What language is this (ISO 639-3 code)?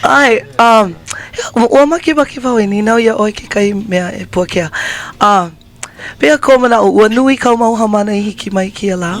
haw